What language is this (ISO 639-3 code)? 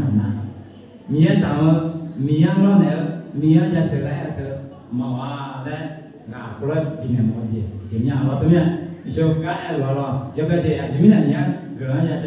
ahk